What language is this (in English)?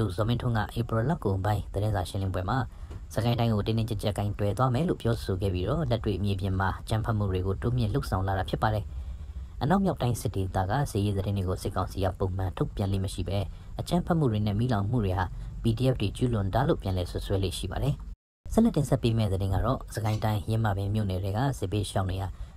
Burmese